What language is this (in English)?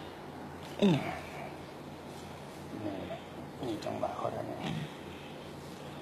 Thai